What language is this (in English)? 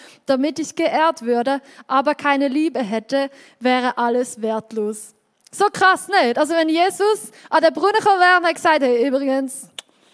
Swiss German